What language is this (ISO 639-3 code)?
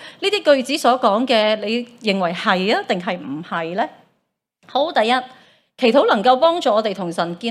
yue